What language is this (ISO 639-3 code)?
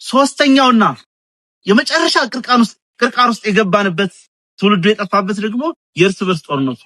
amh